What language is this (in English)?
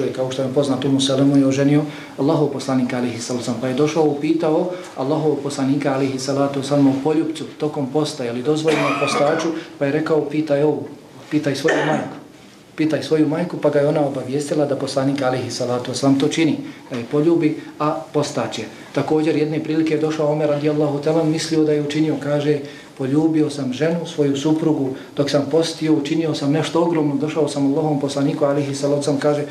Bosnian